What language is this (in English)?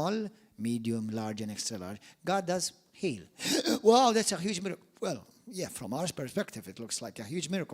English